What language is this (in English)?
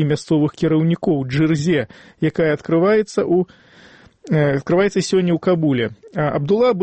Belarusian